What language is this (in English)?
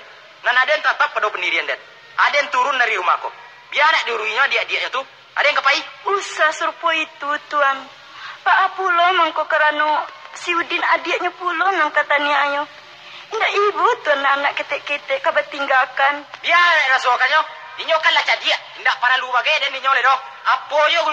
Minangkabau